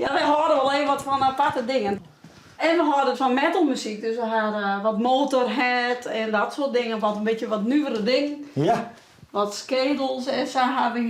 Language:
Western Frisian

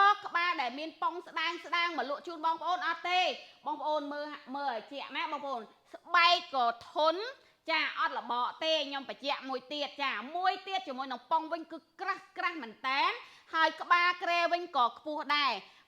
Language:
Khmer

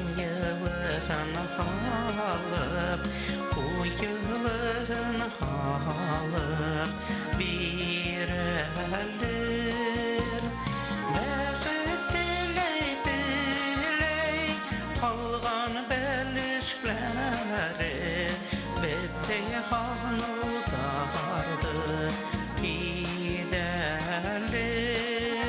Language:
Bashkir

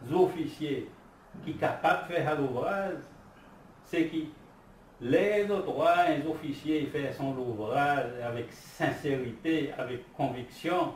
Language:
Seselwa Creole French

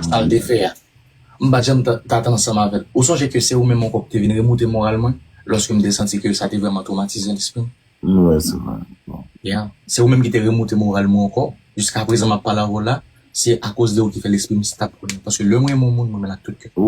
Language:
Haitian Creole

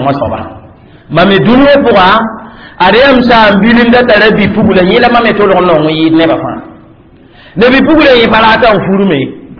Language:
Mossi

